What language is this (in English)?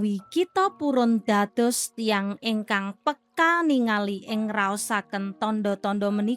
Javanese